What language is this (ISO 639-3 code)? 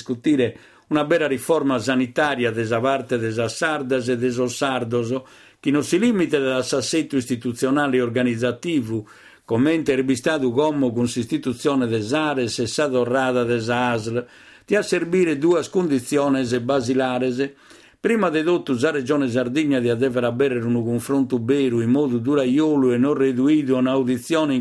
srd